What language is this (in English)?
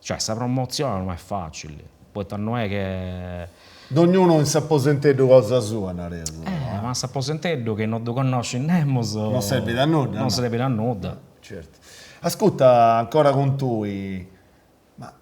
Sardinian